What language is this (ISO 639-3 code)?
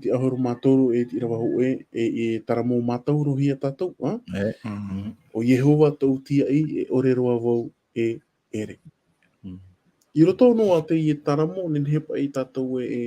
tah